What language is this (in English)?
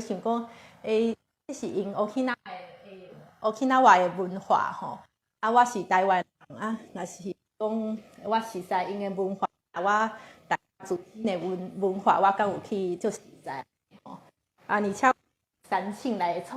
Min Nan Chinese